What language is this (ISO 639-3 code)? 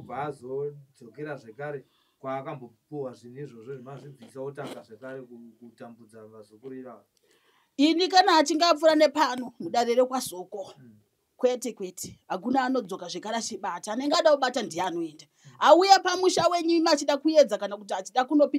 sna